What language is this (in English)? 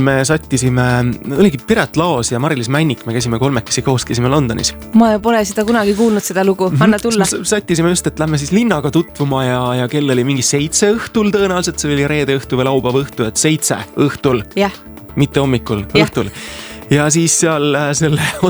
Estonian